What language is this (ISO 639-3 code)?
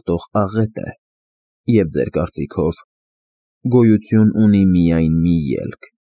hye